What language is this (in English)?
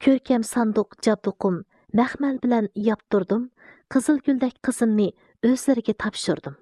Uyghur